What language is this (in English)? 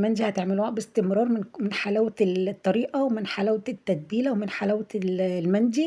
Egyptian Arabic